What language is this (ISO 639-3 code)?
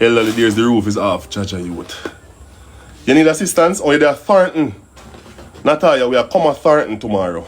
jam